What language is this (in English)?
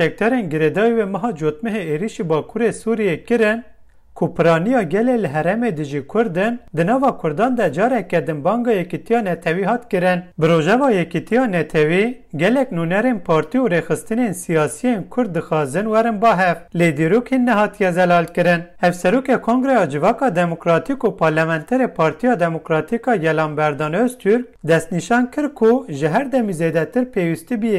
Kurdish